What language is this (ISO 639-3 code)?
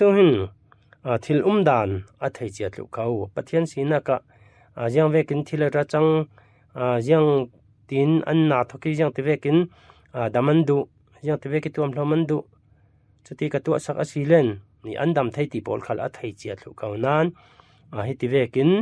cfm